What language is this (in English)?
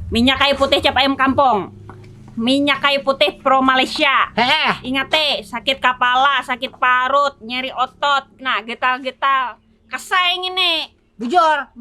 Banjar